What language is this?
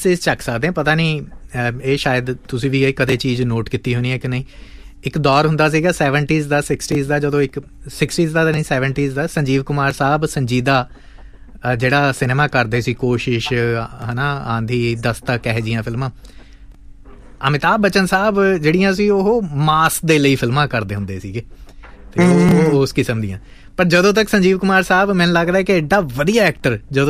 Punjabi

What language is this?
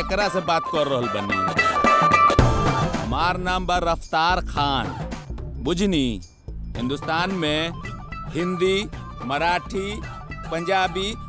Bhojpuri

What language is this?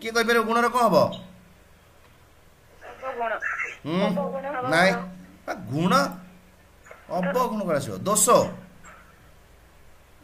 Odia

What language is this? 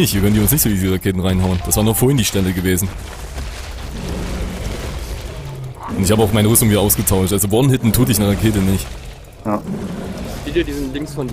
German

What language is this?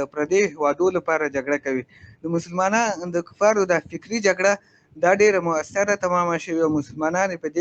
Pashto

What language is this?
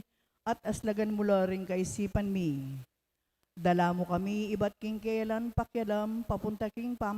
Pampanga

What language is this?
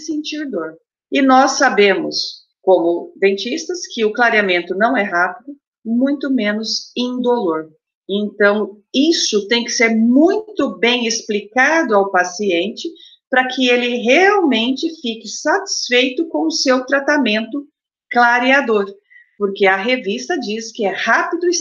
Portuguese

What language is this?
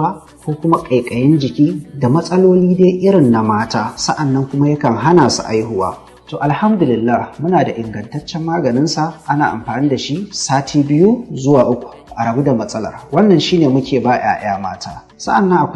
Hausa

